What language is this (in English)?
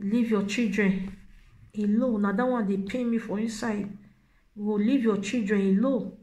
Nigerian Pidgin